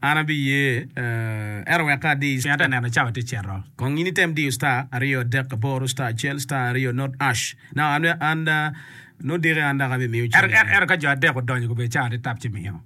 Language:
Acoli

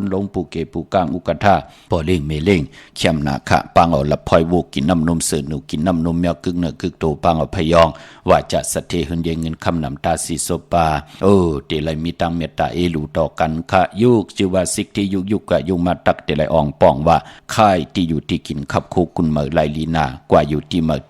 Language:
Shan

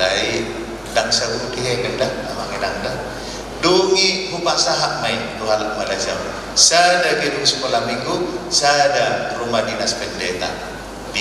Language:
Batak Toba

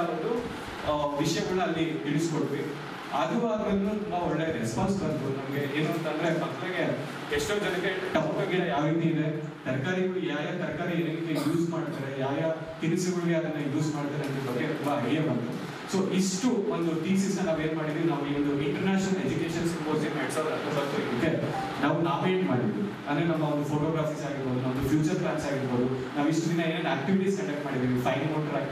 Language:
Kannada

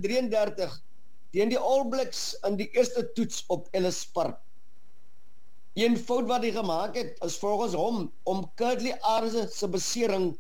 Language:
Afrikaans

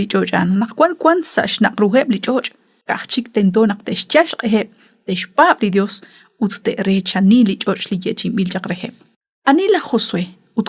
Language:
Kekchí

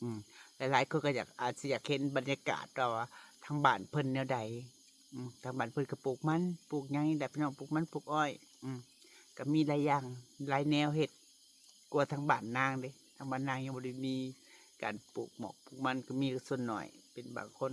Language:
Lao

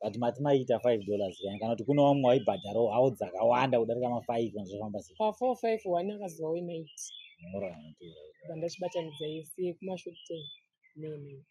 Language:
Shona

